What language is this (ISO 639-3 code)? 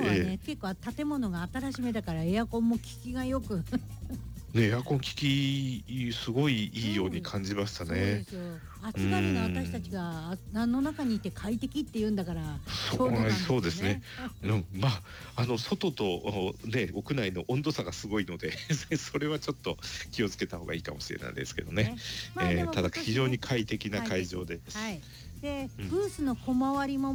jpn